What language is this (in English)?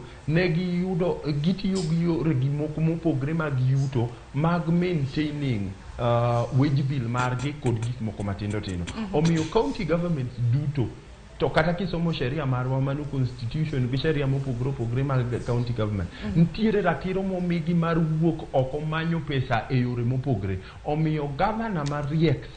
Luo (Kenya and Tanzania)